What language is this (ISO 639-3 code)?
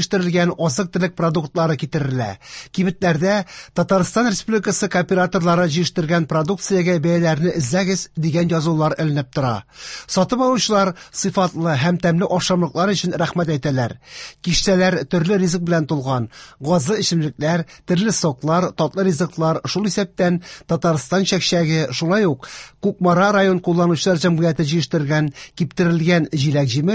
tat